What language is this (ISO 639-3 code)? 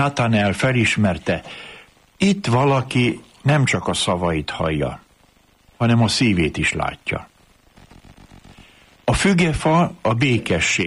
hun